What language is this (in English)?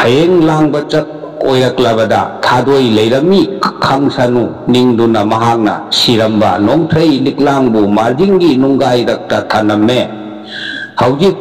Manipuri